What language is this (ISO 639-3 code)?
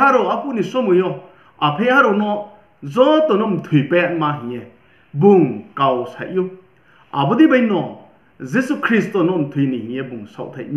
ria